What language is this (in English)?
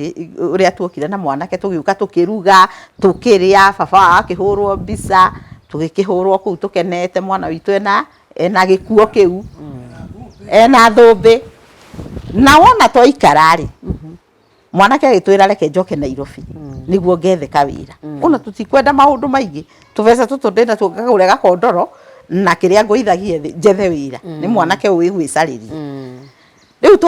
Kikuyu